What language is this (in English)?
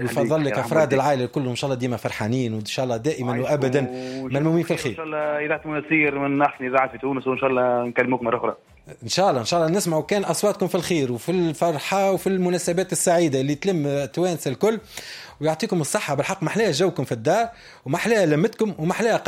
Tunisian Arabic